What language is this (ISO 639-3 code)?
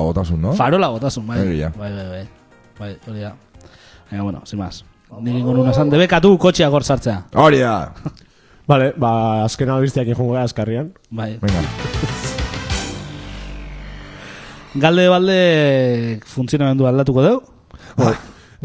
eus